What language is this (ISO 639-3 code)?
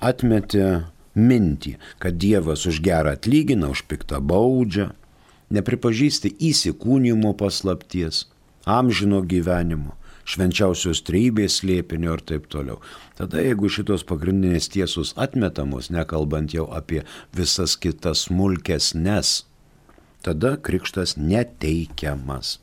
lit